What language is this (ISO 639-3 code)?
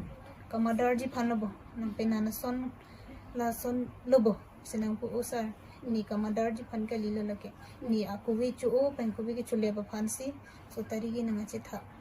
mjw